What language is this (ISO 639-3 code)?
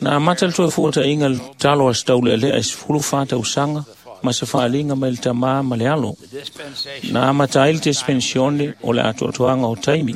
smo